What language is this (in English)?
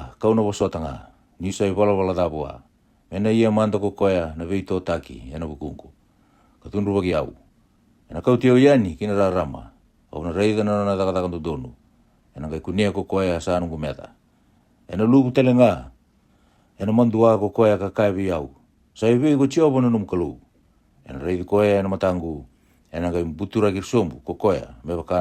Fijian